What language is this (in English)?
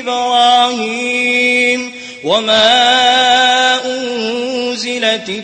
Maranao